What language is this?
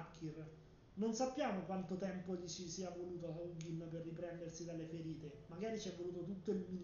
Italian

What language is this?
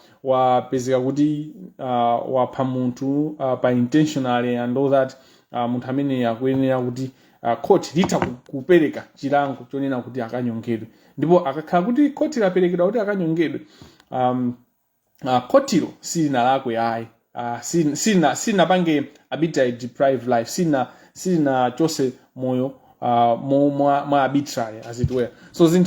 Nyanja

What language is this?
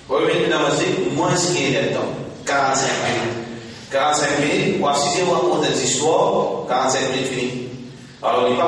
Morisyen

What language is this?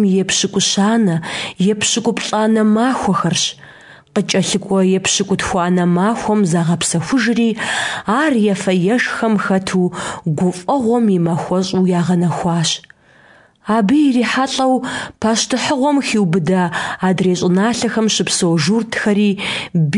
Kabardian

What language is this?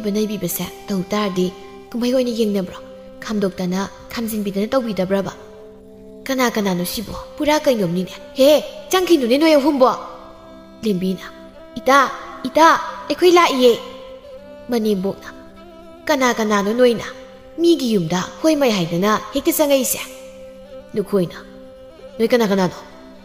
Manipuri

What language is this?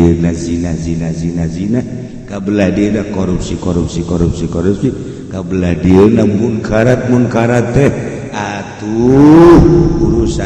Sundanese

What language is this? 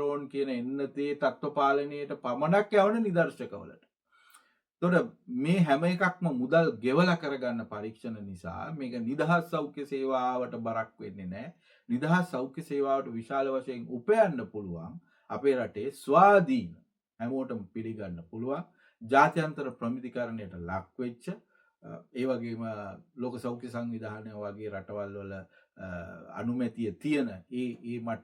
Sinhala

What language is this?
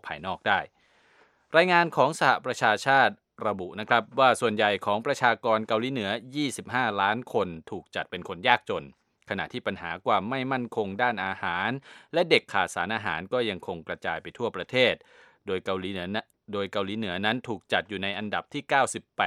Thai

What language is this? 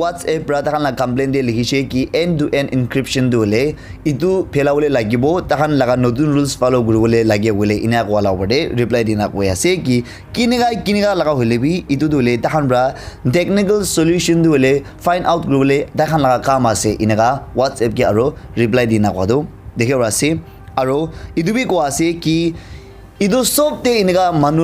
Naga Pidgin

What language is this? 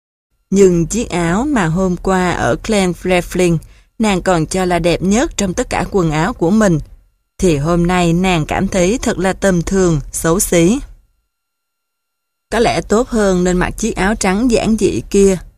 Vietnamese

